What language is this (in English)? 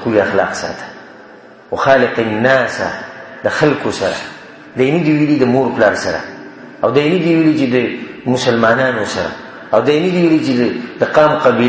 Pashto